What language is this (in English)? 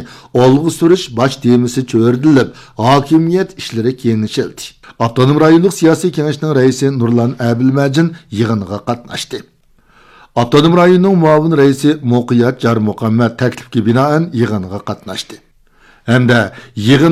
Uyghur